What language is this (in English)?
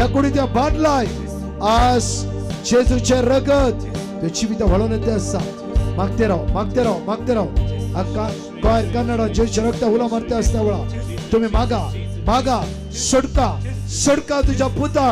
Konkani